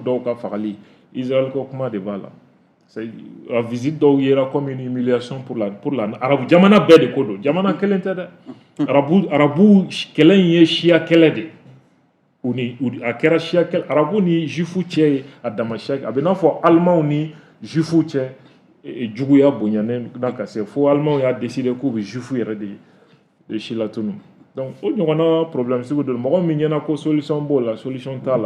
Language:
Bambara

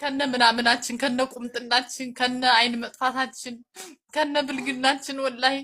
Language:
Amharic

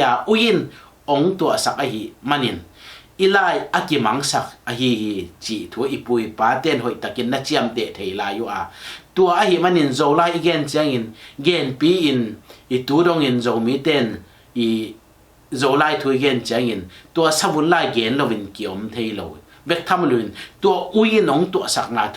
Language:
Tedim Chin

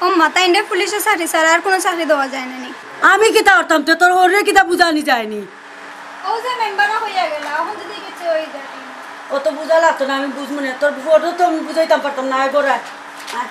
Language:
Sylheti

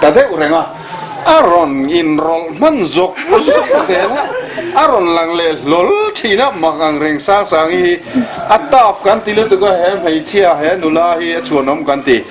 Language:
Mizo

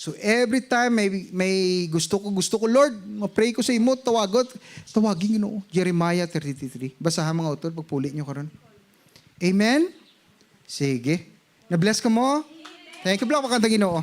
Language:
Hiligaynon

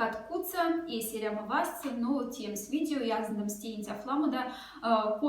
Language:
Moksha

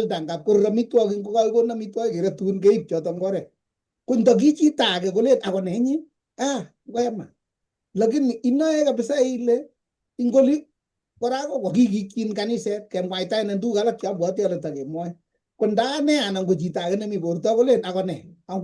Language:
Kalenjin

